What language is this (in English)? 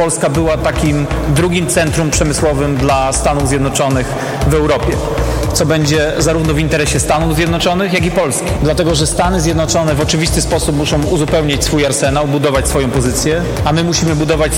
Polish